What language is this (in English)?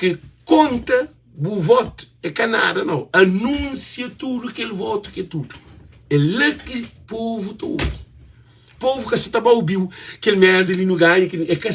Kabuverdianu